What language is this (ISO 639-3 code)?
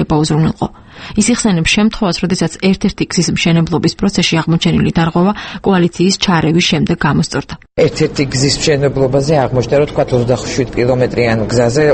kat